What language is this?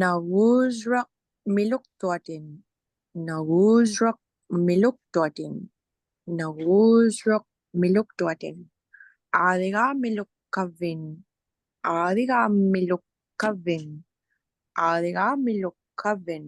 Inupiaq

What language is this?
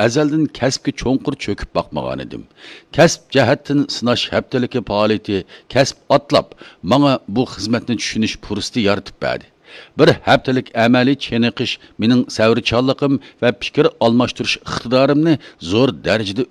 Uyghur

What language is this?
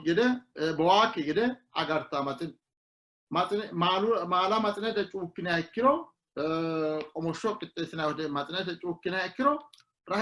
Sidamo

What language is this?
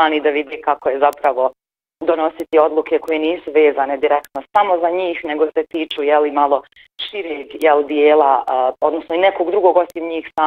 Bosnian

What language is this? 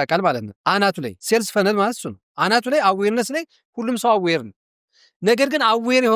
Amharic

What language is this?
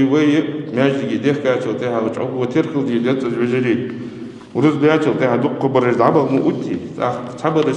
Ingush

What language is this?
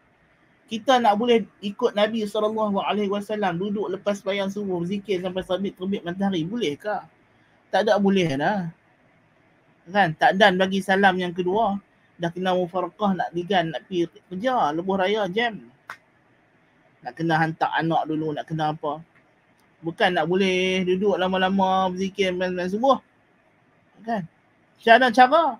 Malay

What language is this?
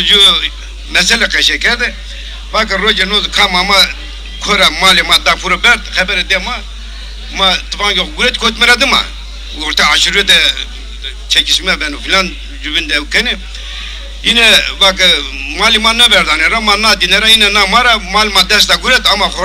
Zaza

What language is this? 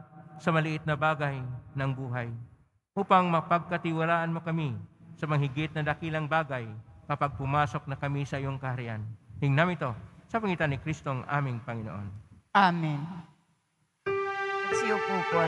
Filipino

